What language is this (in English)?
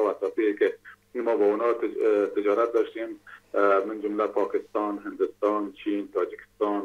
Persian